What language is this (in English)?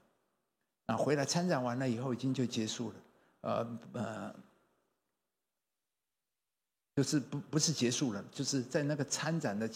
Chinese